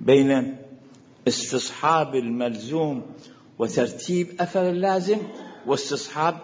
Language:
Mesopotamian Arabic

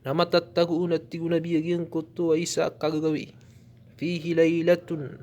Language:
Maranao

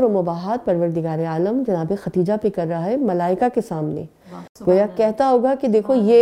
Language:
Urdu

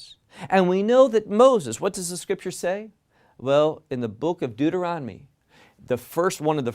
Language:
English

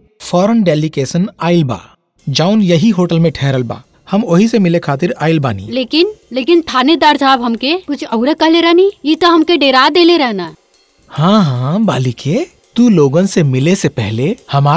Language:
Bhojpuri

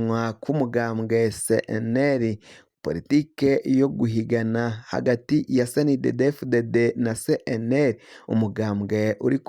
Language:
Rundi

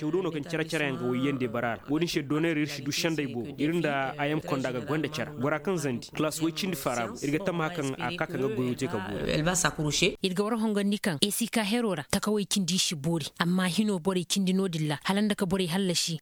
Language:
Koyraboro Senni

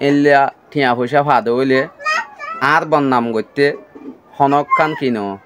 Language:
Rohingya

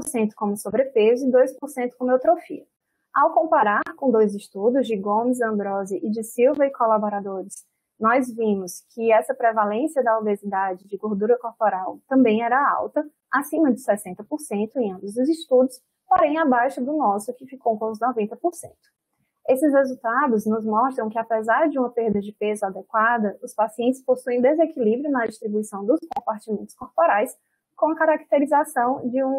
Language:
Portuguese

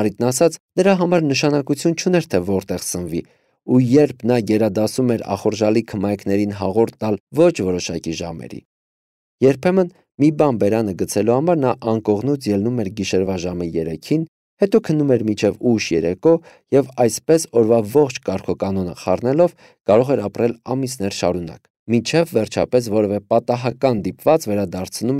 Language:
Armenian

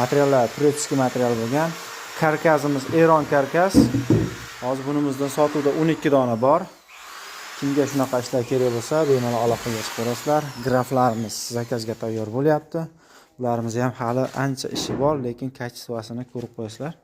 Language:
Uzbek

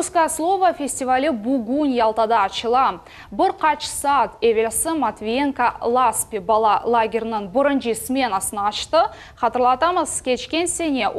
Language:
Crimean Tatar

